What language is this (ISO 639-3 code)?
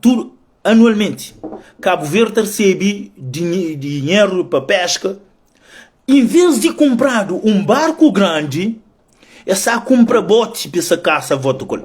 kea